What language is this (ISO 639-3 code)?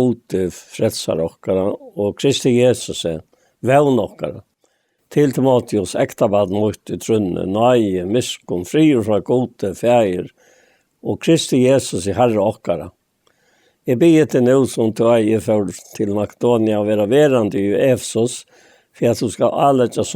fao